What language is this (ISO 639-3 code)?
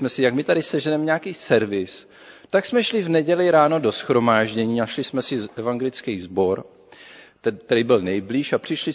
ces